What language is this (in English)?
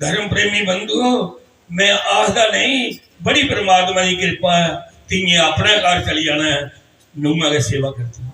Dogri